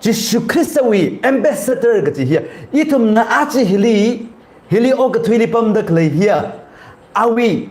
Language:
Tangkhul Naga (India)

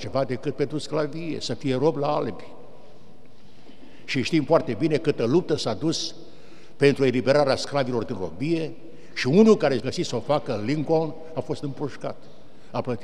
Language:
Romanian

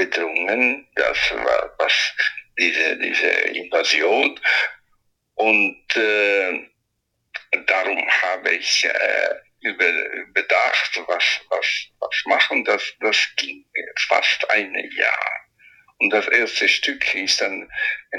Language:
German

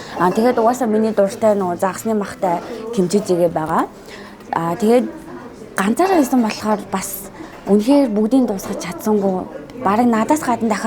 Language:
Mongolian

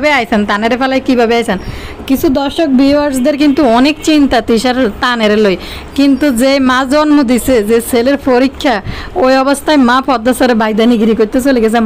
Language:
Bangla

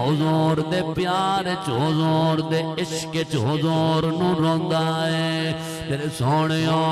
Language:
Saraiki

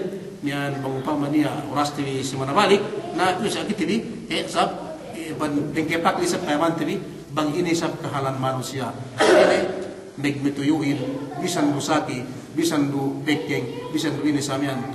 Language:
Yakan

